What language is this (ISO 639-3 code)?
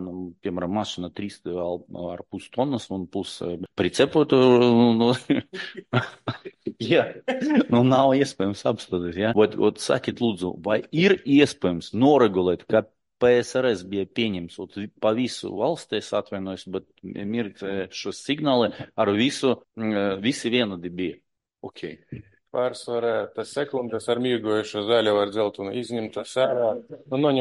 lav